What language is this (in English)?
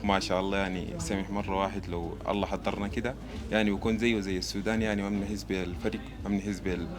Sudanese Arabic